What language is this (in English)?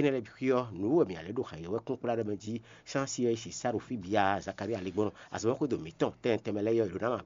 Fon